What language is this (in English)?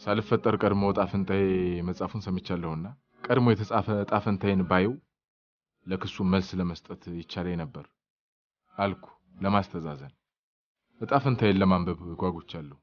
Amharic